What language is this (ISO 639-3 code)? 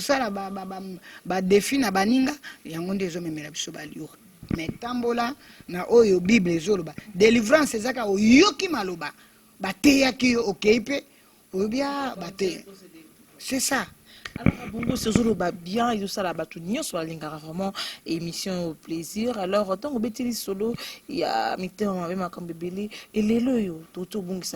lin